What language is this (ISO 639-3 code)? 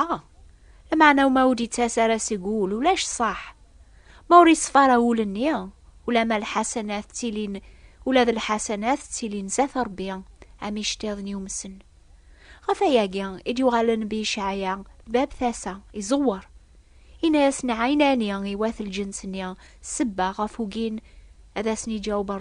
kab